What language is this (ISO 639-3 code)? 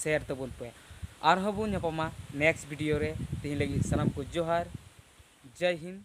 sat